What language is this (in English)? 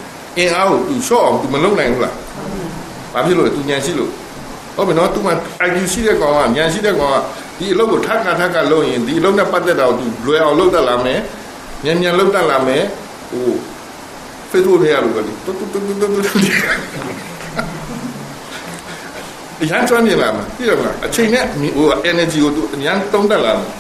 Burmese